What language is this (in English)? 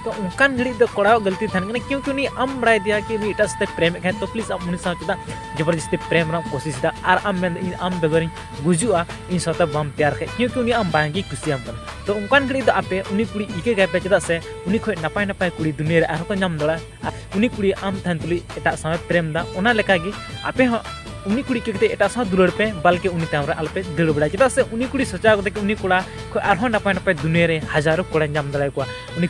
Santali